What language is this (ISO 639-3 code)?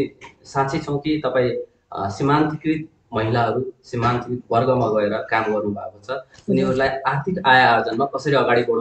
nep